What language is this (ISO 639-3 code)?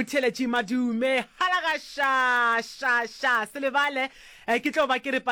nso